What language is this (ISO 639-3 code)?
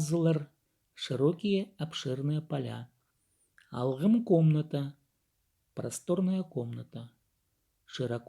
kjh